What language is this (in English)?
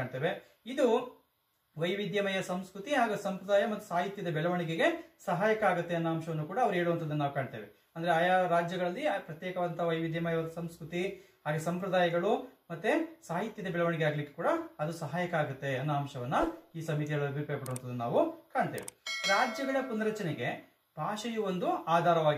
Kannada